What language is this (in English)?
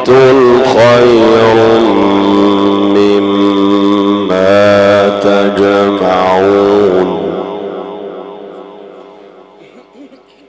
Arabic